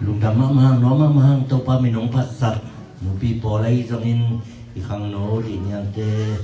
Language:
Tedim Chin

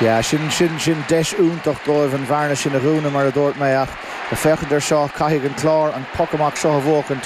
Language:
Irish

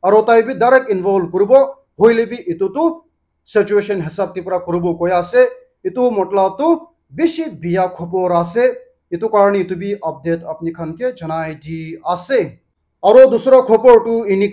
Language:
Naga Pidgin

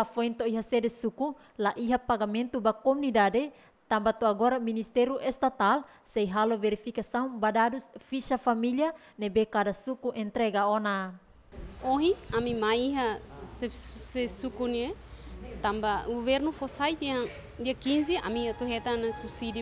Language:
Tetum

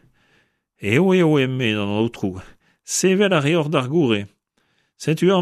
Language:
Breton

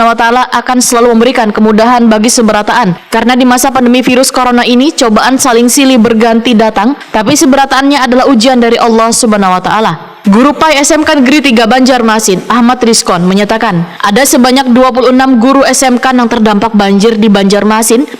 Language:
Banjar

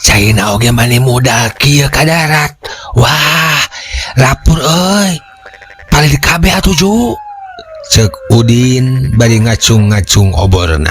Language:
Sundanese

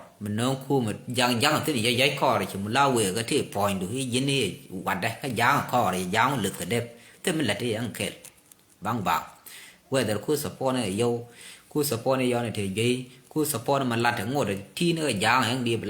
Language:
Nuer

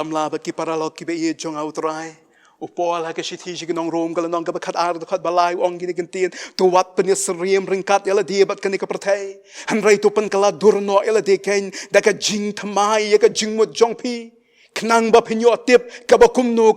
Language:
Khasi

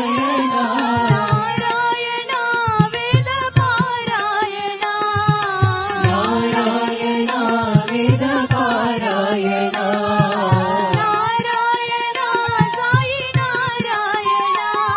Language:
Telugu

